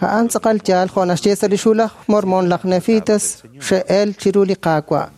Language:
Kekchí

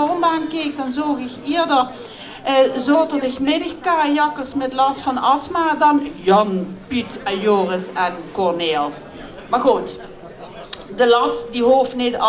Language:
Limburgish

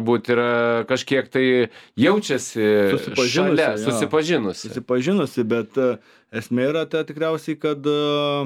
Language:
Lithuanian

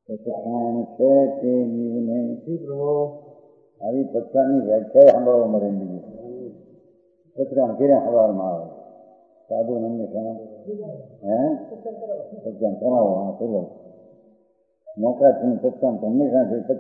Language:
Gujarati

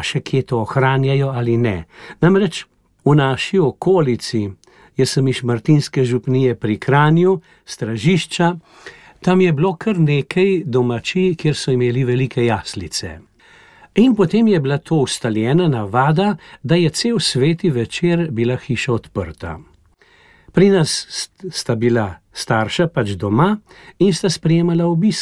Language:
Slovenian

